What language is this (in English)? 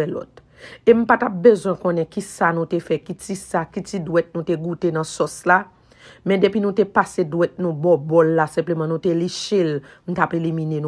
Haitian Creole